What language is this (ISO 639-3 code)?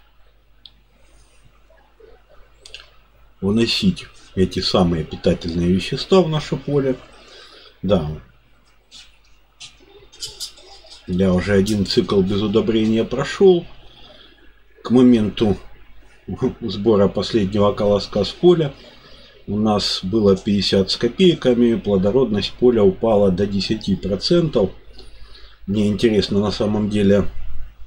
rus